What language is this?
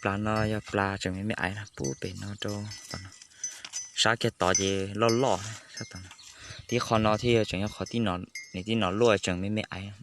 Hmong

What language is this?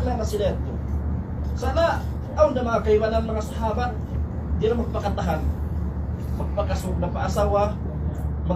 Tausug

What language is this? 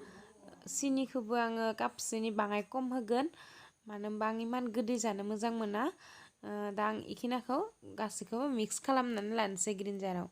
Bodo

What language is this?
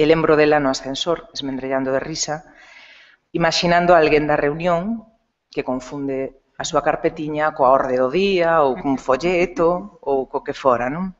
Galician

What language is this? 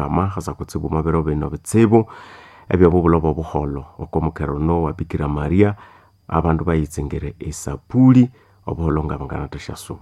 Nande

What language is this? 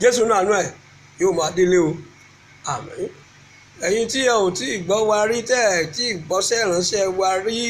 Yoruba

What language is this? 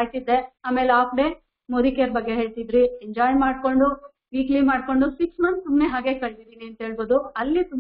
Kannada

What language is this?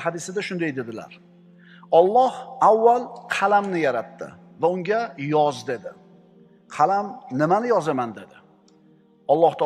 Uzbek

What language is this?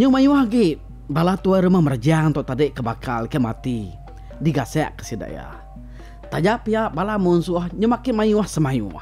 Iban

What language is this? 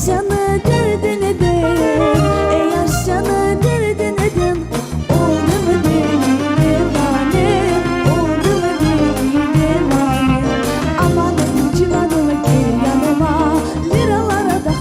Crimean Tatar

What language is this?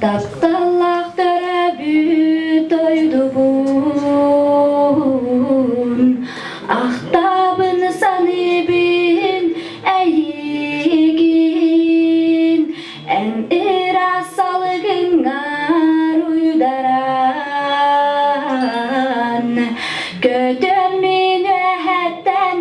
Yakut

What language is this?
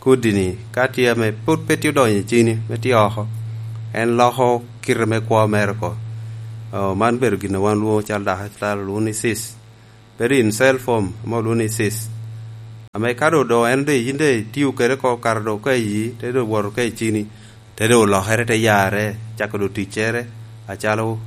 Lango (Uganda)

